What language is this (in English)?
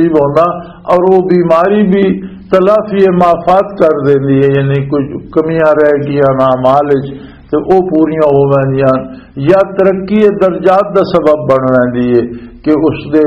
Western Panjabi